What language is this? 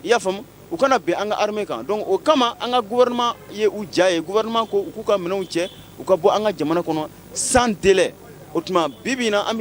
Bambara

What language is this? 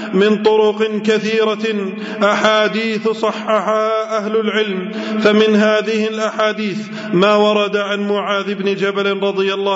Arabic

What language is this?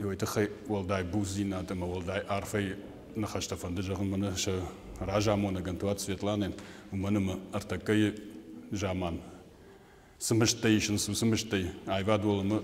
Ossetic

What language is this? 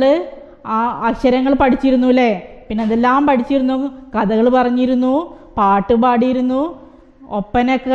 Malayalam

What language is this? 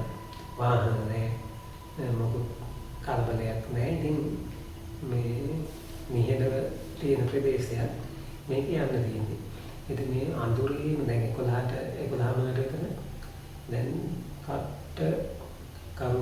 Sinhala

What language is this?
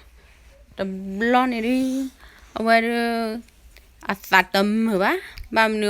S'gaw Karen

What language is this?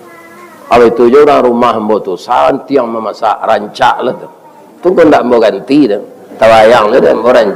Minangkabau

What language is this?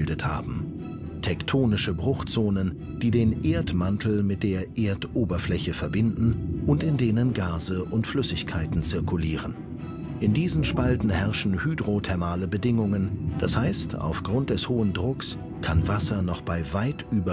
German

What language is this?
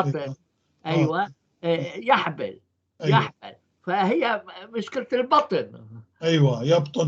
North Levantine Arabic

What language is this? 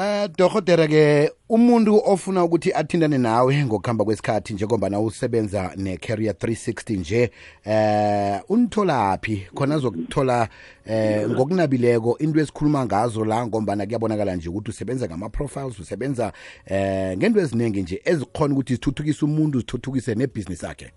South Ndebele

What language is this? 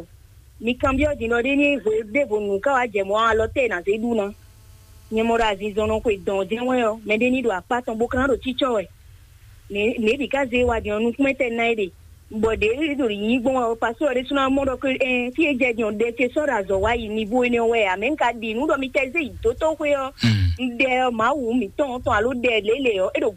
Fon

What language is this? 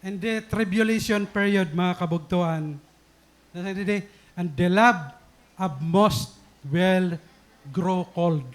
Waray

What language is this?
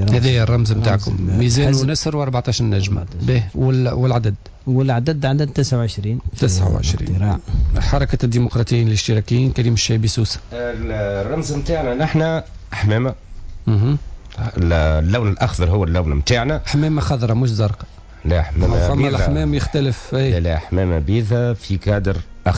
Tunisian Arabic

